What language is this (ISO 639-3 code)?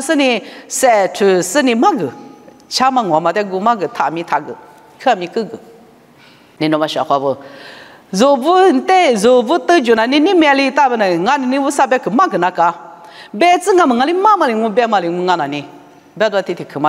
lis